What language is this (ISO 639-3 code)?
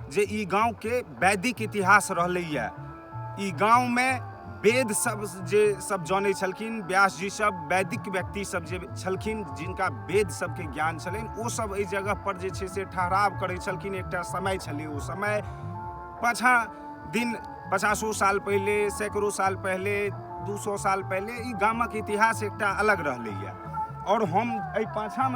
mai